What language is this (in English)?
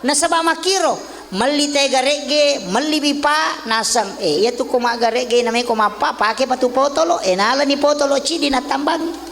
Buginese